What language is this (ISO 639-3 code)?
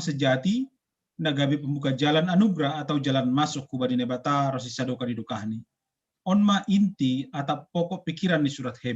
bts